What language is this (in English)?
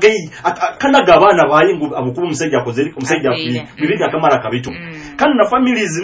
Nyoro